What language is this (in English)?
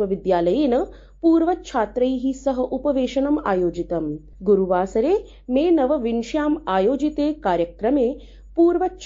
Sanskrit